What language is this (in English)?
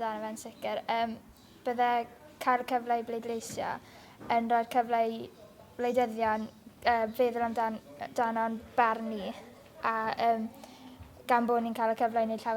Welsh